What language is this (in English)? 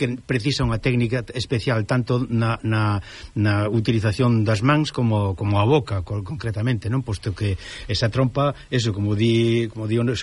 Galician